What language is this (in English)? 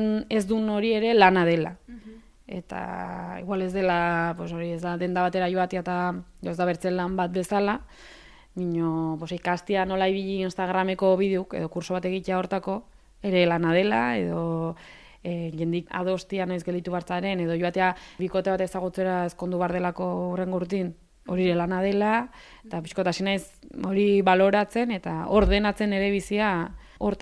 Basque